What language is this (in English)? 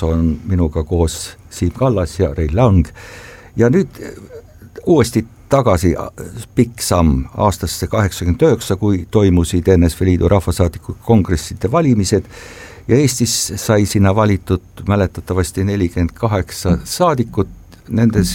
Estonian